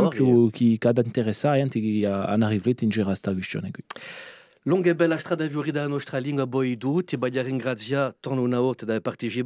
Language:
Corsican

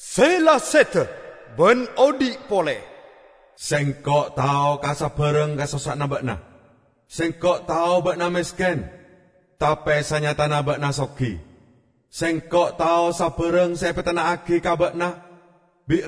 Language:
Madurese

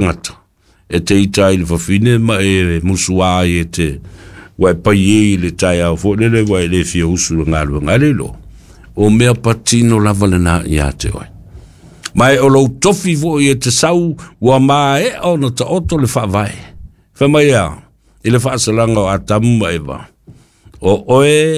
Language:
Samoan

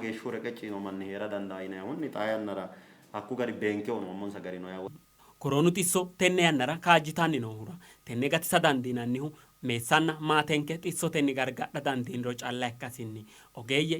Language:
Sidamo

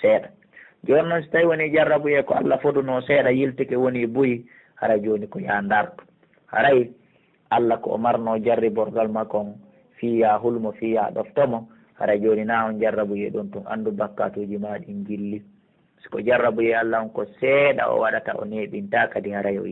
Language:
Pular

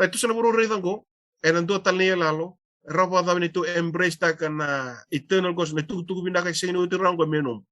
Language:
Fijian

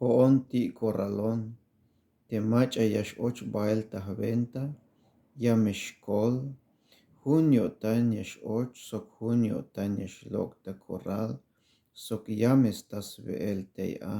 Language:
Tzeltal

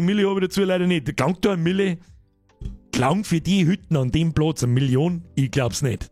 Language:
Bavarian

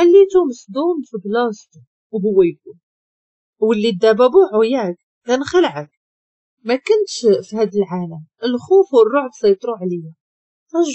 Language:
Moroccan Arabic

